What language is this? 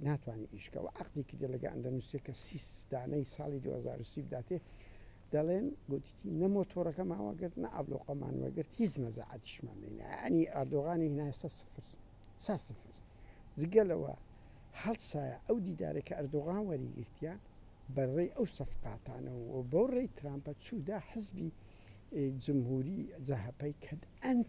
Central Kurdish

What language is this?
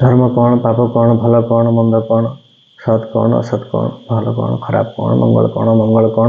Odia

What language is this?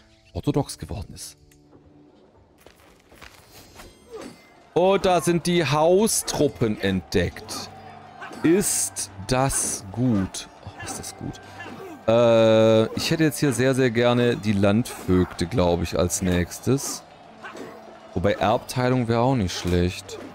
German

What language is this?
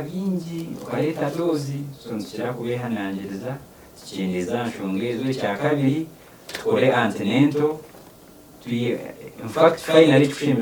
Nyankole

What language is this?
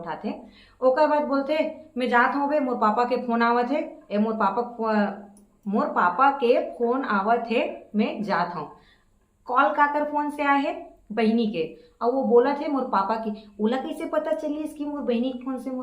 Chhattisgarhi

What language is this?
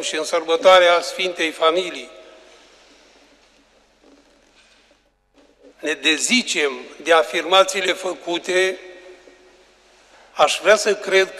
Romanian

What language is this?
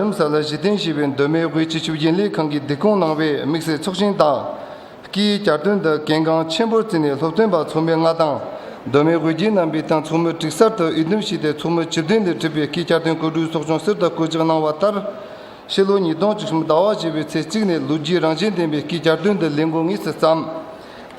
Tibetan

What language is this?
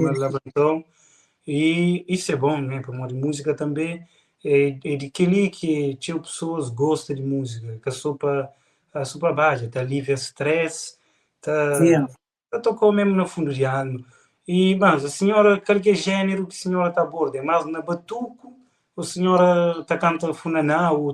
Kabuverdianu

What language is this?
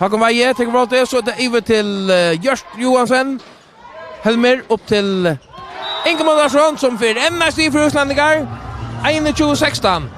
Faroese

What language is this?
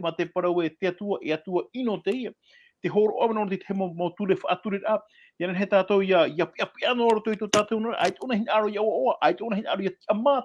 Tahitian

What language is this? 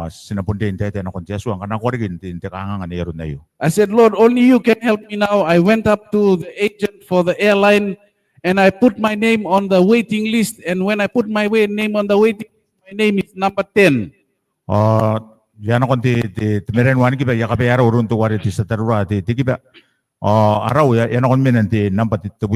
Gilbertese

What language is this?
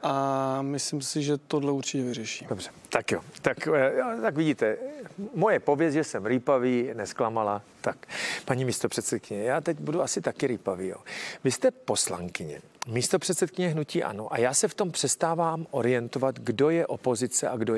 Czech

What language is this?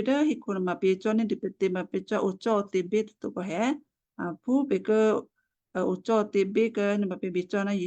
Western Kayah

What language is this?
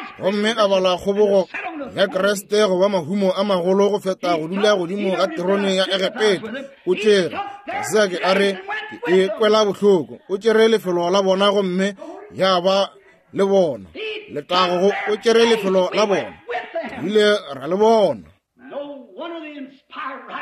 Northern Sotho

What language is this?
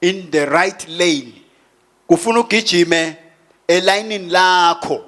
Swati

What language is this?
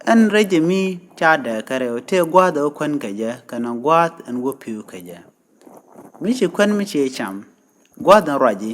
Nuer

